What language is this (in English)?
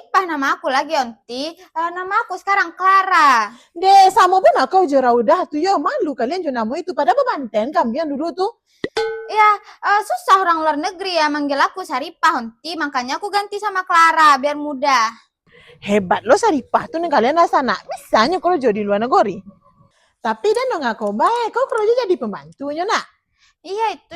Minangkabau